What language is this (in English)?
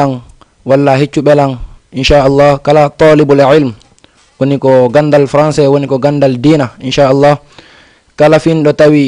Fula